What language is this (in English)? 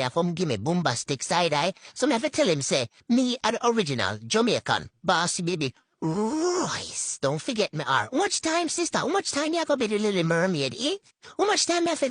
Jamaican Creole English